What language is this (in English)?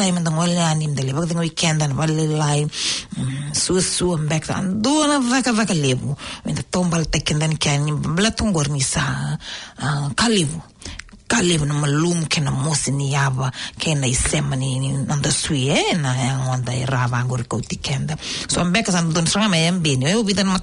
Fijian